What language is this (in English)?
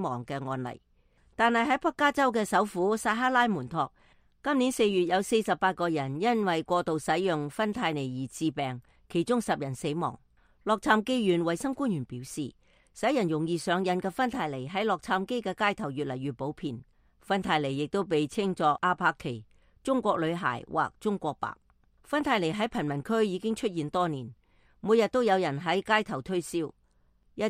Cantonese